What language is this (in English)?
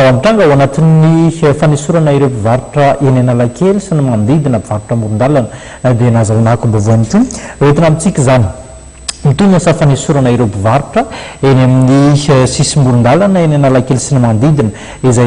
Malagasy